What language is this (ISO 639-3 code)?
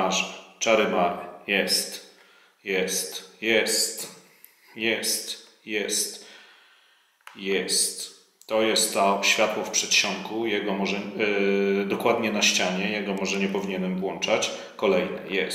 pol